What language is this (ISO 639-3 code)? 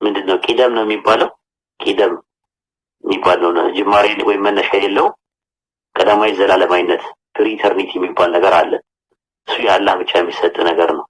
amh